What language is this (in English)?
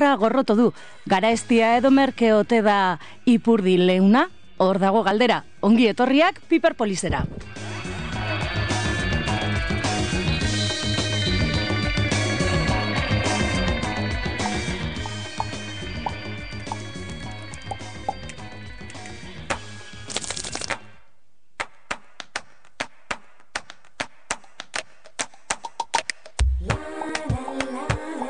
Basque